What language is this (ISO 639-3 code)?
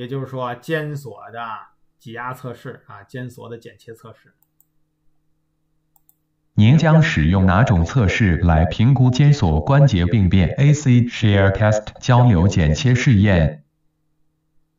zho